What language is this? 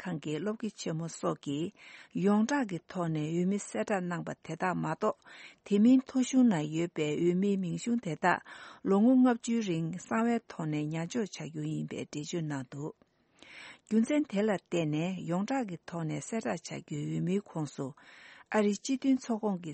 Tibetan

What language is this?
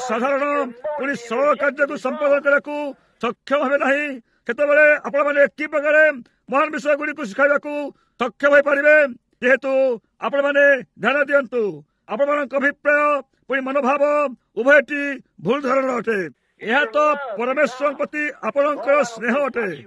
Odia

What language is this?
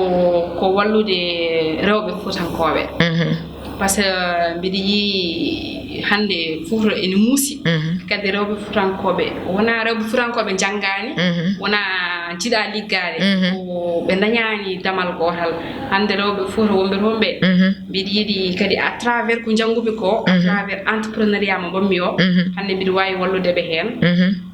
Fula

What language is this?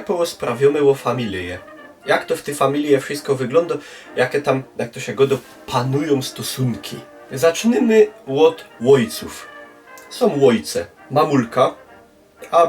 Silesian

